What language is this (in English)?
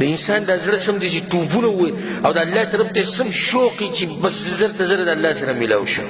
Pashto